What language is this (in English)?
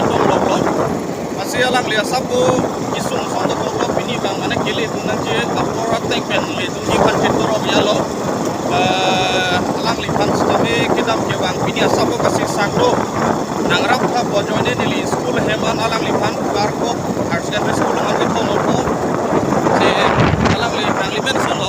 Karbi